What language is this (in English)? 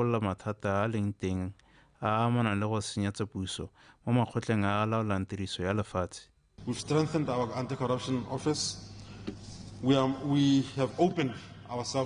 Tswana